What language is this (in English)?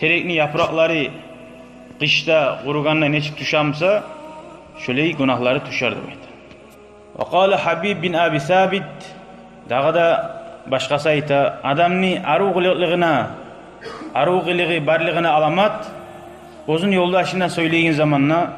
Kumyk